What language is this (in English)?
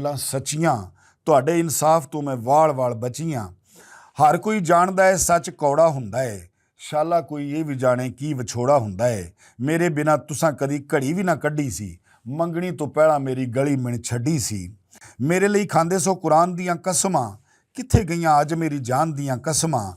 Western Panjabi